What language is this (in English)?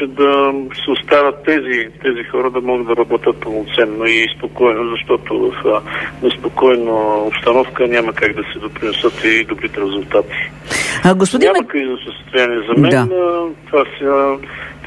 Bulgarian